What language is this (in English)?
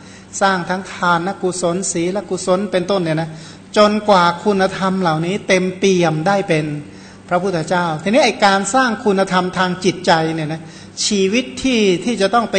Thai